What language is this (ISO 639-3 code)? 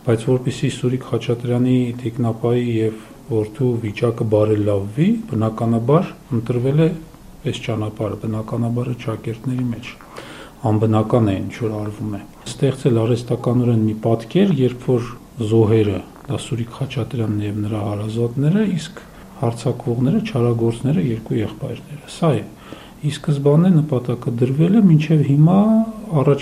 hye